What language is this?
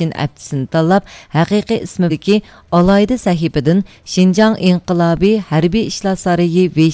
Uyghur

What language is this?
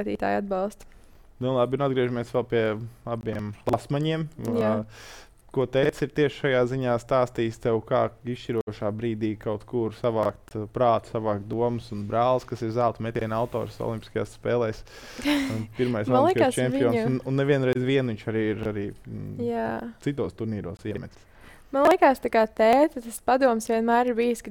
Latvian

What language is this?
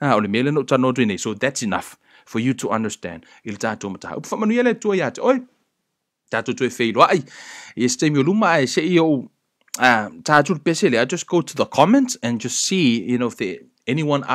Samoan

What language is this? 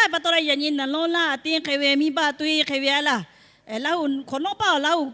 Lahu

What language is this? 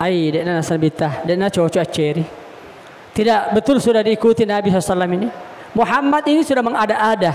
Buginese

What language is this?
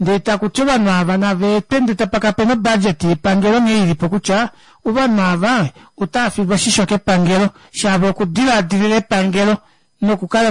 Kuanyama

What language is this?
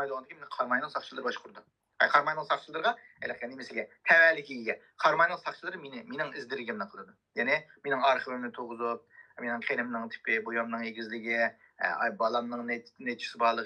Uyghur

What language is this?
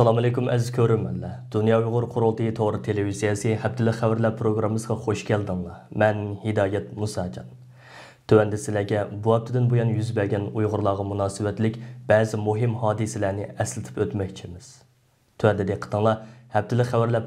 Uyghur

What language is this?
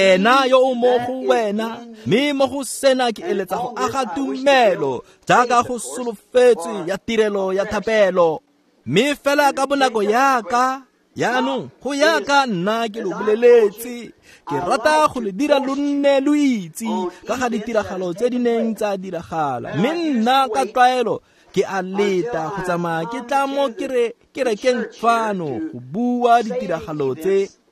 Tswana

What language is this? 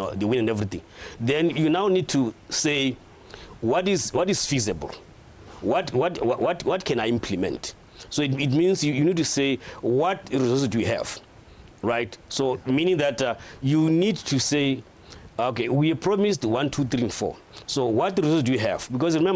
Tswana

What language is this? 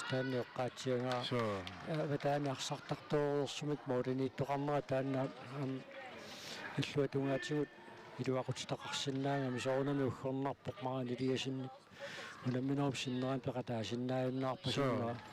Kalaallisut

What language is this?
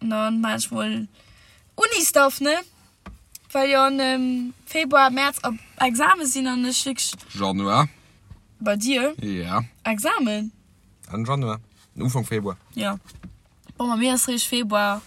Luxembourgish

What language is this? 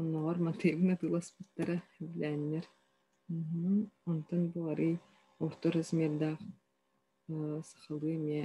Yakut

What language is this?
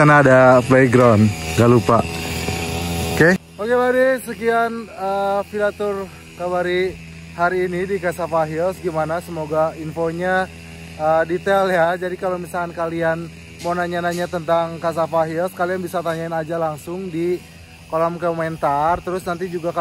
Indonesian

